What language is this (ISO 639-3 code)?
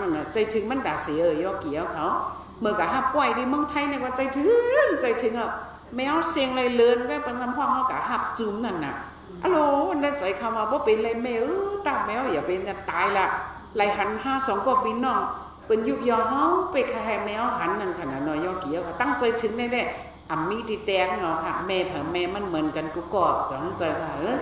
shn